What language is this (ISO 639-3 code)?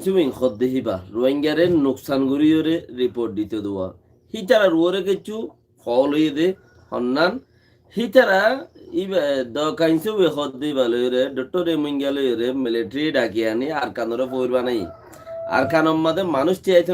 rhg